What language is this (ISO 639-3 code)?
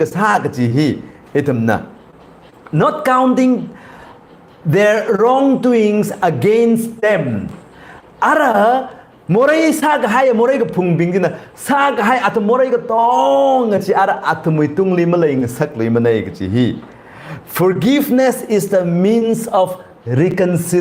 nmf